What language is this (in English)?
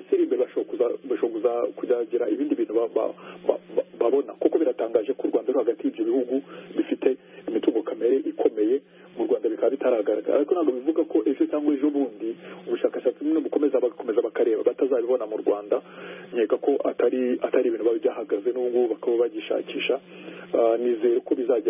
Kinyarwanda